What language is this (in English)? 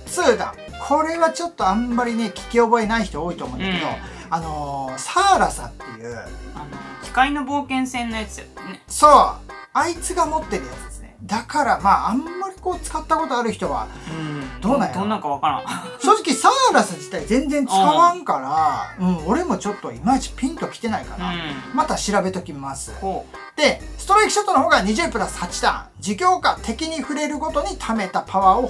Japanese